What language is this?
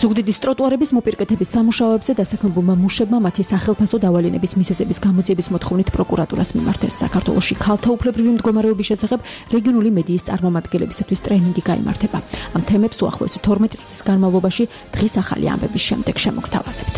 Georgian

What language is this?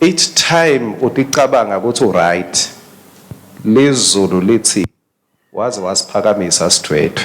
Swati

